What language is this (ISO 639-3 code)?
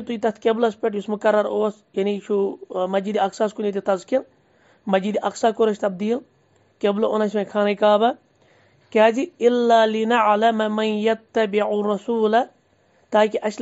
kas